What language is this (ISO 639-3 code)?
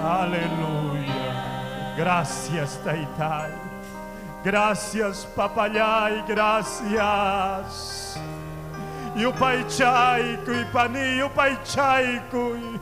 quy